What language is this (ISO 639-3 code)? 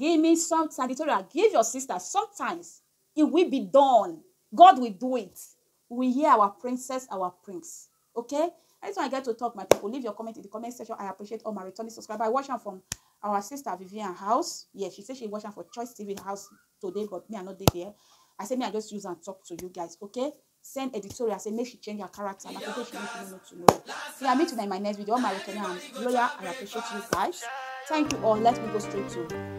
pcm